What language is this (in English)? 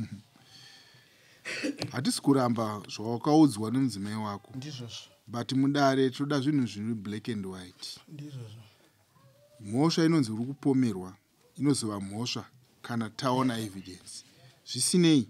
Shona